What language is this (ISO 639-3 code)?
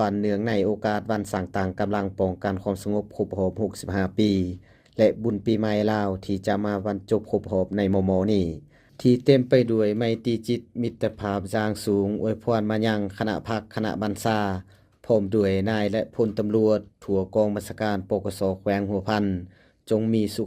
lao